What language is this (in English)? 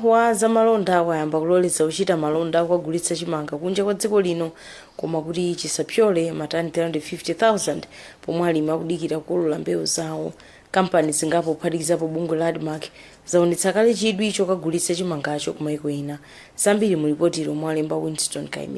Nyanja